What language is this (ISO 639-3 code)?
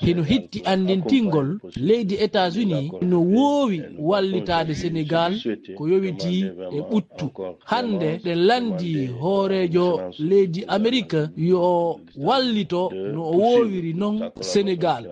ful